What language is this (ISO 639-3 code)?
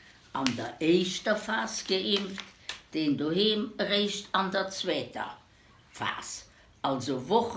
ltz